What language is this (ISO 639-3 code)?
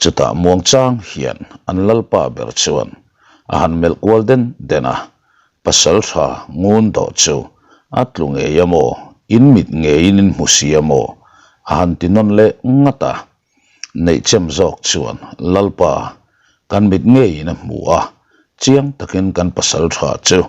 lus